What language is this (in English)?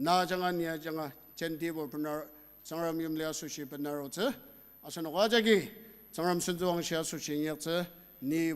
Ao Naga